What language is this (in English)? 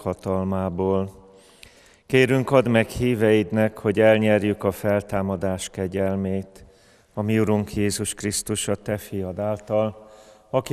Hungarian